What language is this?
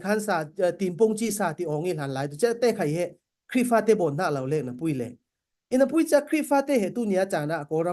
Falam Chin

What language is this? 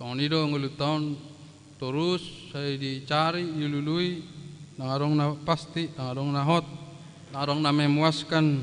Batak Toba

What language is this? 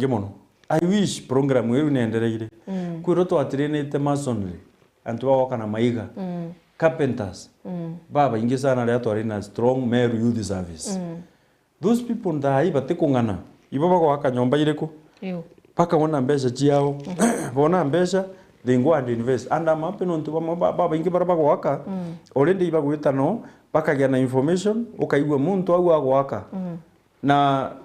Meru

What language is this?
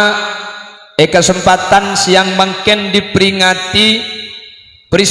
Madurese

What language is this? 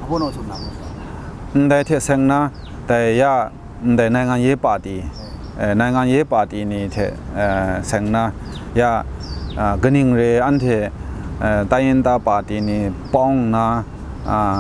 Kachin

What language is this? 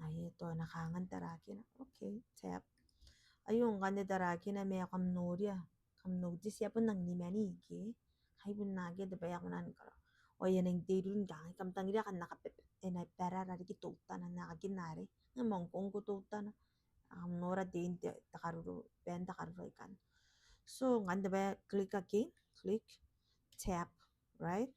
Gilbertese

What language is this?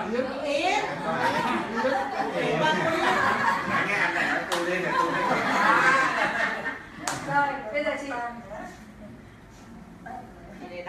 Vietnamese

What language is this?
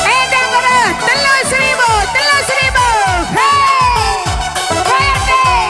Batak Karo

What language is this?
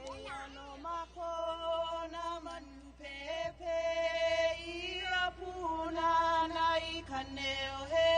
Hawaiian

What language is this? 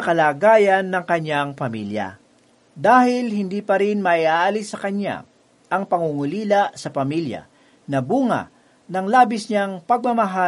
Filipino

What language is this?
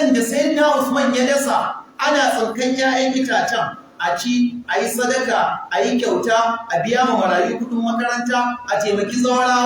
Hausa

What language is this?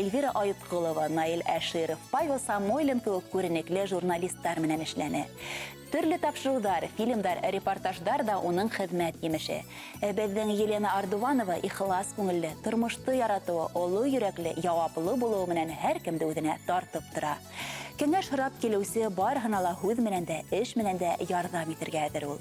Bashkir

